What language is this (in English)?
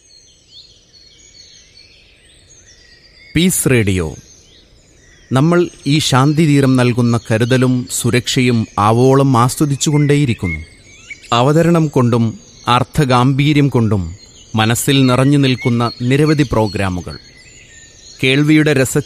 Malayalam